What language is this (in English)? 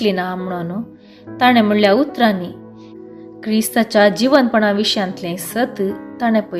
Konkani